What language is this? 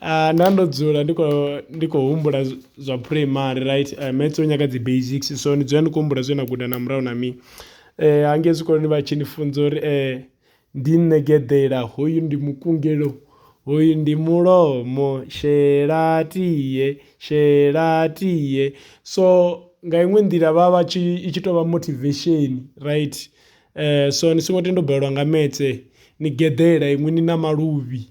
Venda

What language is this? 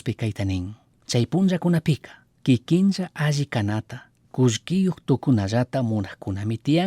Chimborazo Highland Quichua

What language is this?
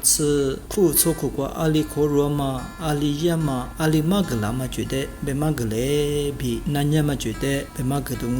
Lisu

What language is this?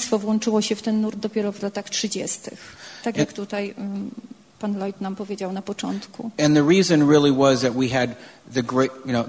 Polish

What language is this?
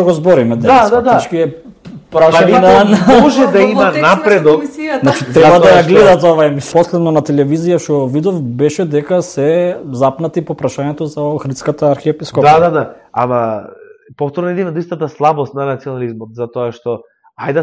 Macedonian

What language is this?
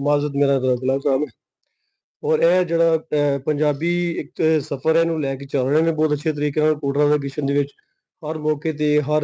Western Panjabi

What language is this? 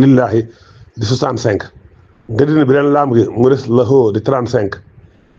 Wolof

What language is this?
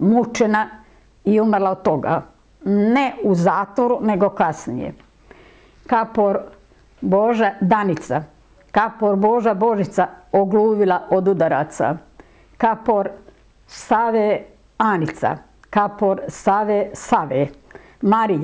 Serbian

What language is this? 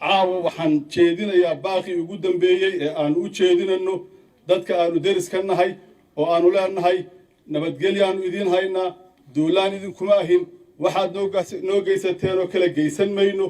Somali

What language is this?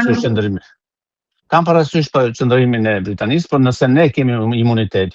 Albanian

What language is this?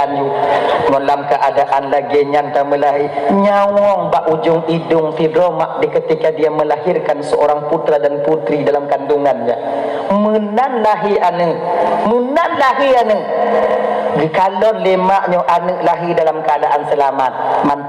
Achinese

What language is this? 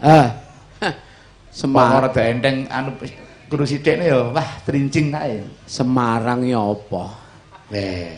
Javanese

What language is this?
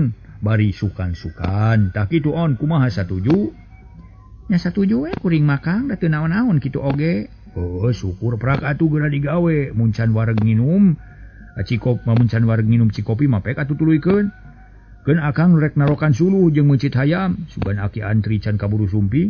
Sundanese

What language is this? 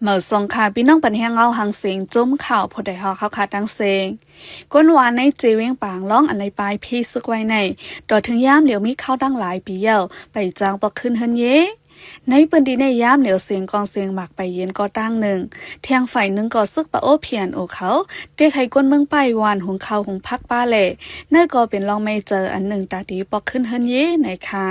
Shan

